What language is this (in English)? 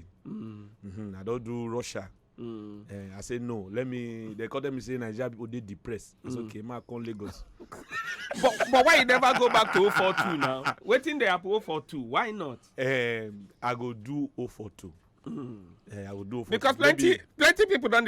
Nigerian Pidgin